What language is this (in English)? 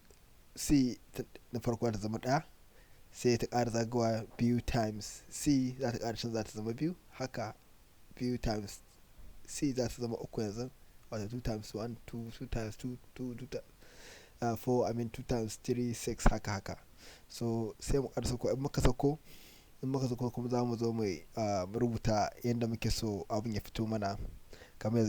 Hausa